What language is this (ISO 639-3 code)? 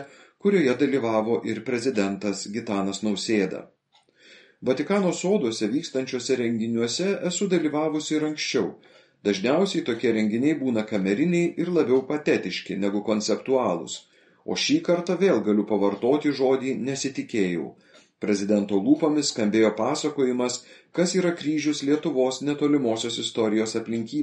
lit